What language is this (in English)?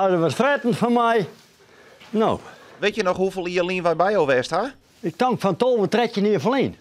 Western Frisian